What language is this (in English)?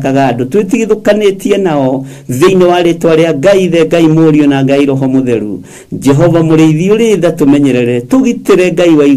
Kikuyu